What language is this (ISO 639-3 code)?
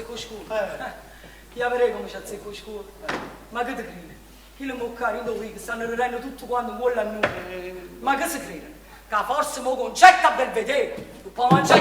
nap